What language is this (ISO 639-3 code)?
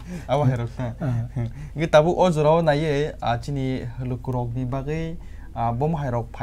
trp